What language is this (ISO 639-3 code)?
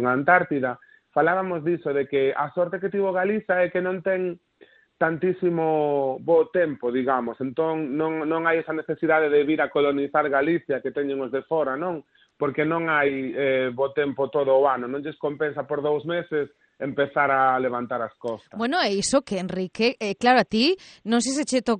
glg